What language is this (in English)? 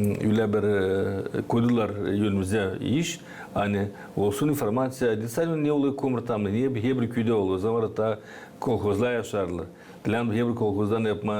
Gagauz